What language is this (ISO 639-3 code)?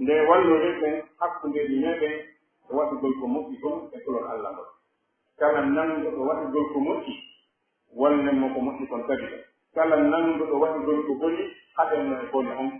fuf